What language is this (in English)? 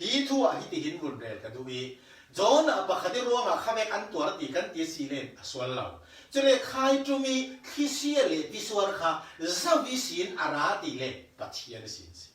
Falam Chin